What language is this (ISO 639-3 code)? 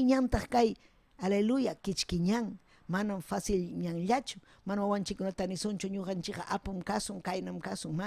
quy